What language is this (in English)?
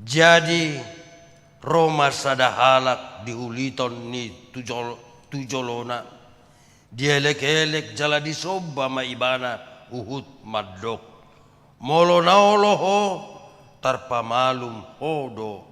Batak Toba